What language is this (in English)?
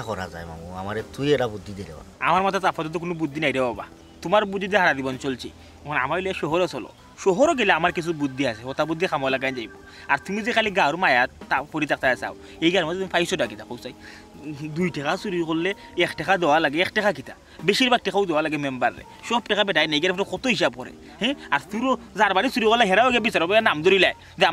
Sylheti